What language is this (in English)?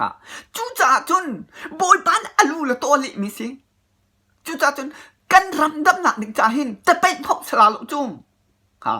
Hakha Chin